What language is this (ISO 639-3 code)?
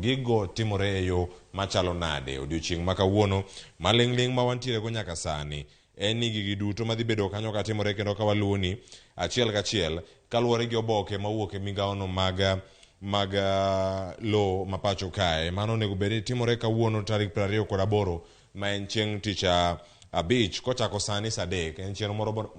luo